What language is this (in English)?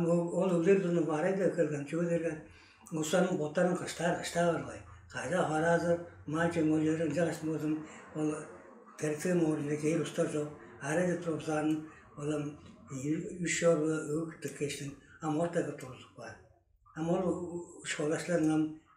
Tuvinian